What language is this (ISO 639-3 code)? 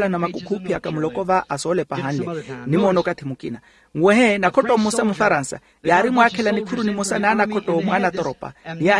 vmw